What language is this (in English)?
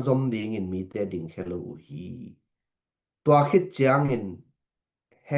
Tedim Chin